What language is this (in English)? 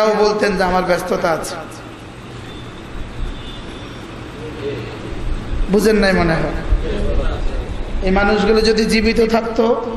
Bangla